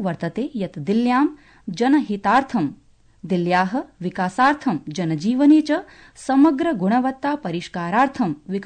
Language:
Sanskrit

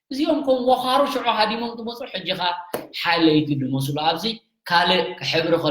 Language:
Tigrinya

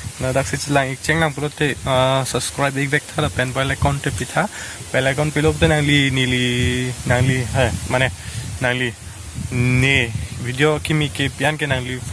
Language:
Karbi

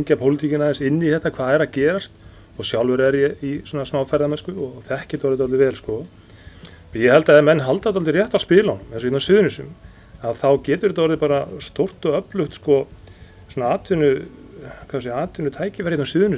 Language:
Icelandic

